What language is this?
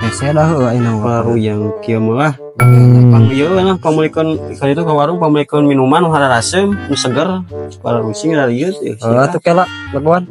Sundanese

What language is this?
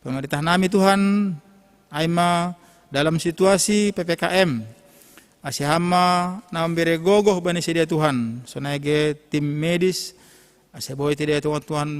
Batak Simalungun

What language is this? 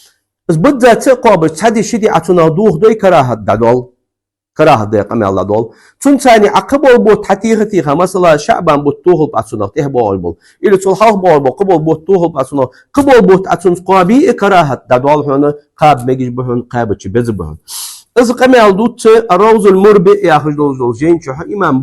Ingush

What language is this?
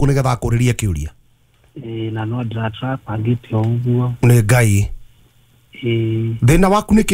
Kikuyu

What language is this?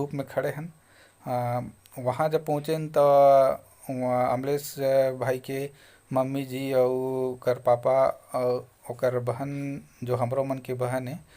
Chhattisgarhi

